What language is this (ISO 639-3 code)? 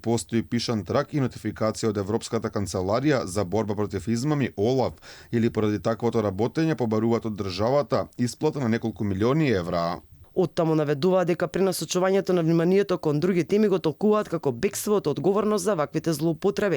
mkd